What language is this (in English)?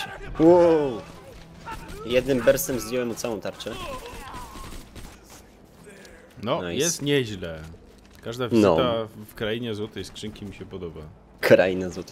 Polish